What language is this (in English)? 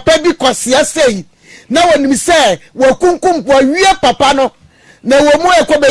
Akan